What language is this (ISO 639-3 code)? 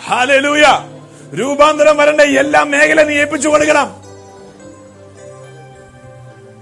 mal